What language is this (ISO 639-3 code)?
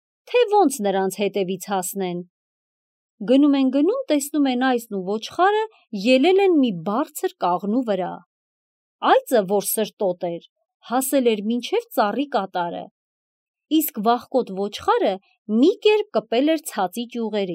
hye